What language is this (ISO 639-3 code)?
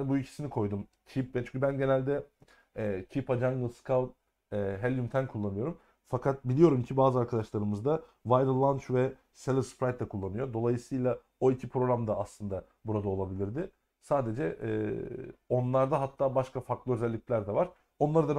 tur